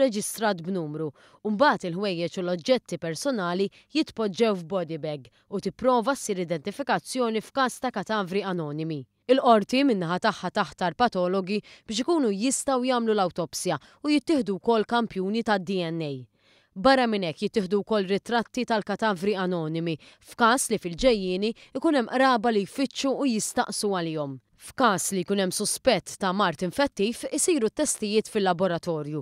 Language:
Maltese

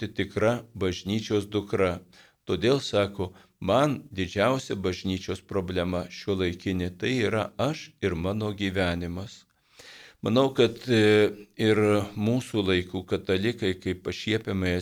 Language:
Lithuanian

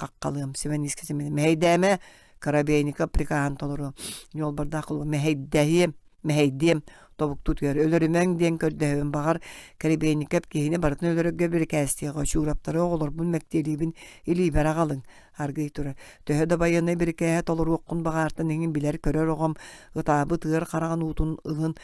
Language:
Yakut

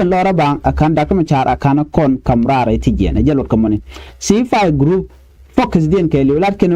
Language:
Nuer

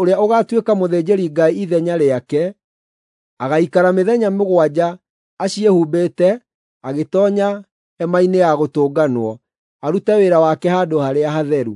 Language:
Kikuyu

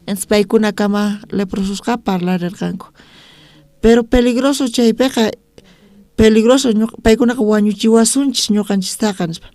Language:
South Bolivian Quechua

